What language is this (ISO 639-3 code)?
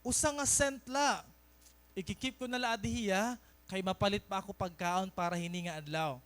war